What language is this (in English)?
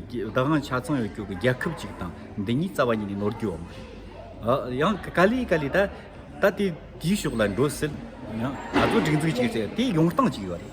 Tibetan